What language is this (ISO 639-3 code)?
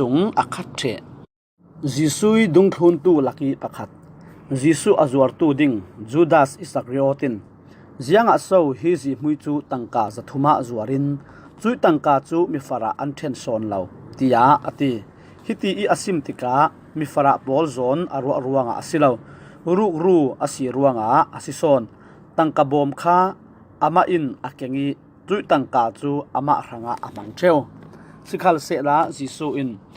cfm